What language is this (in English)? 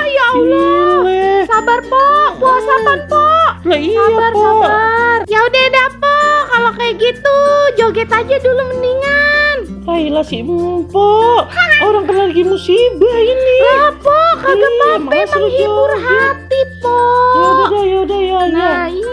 Betawi